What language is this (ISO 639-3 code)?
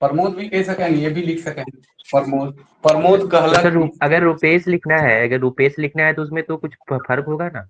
sck